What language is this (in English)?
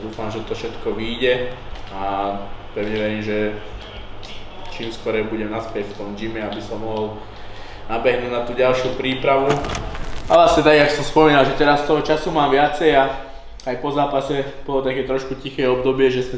Slovak